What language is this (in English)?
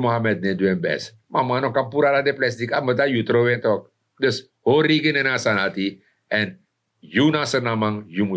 Sranan Tongo